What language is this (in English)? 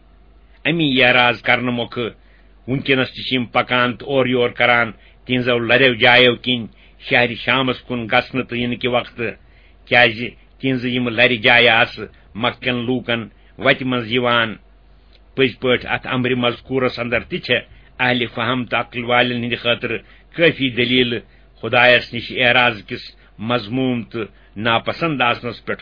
Kashmiri